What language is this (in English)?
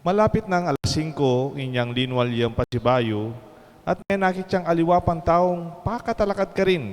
Pampanga